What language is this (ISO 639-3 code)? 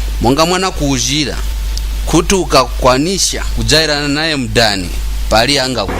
nya